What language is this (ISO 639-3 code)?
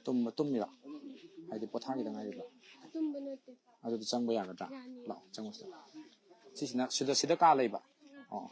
mni